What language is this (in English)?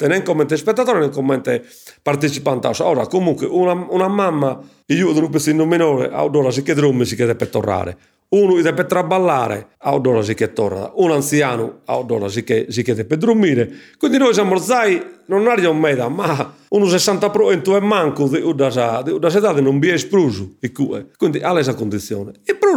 Sardinian